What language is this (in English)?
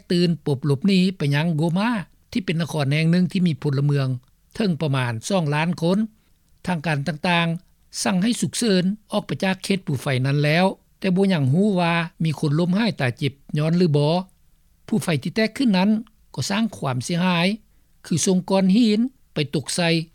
Lao